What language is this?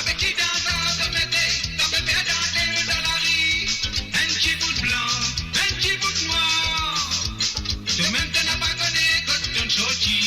Morisyen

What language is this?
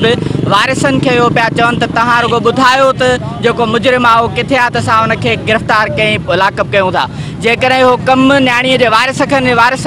Sindhi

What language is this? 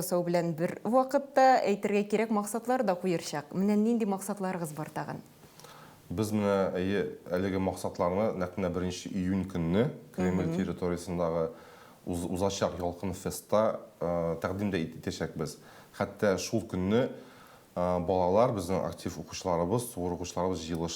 Tatar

